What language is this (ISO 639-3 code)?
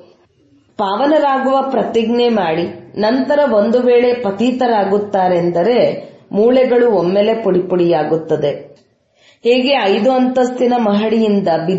kan